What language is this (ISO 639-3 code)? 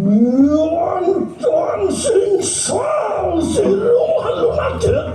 ban